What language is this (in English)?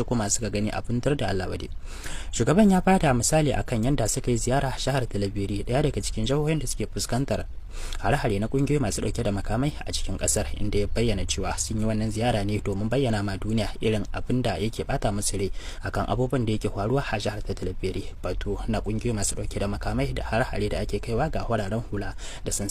Hausa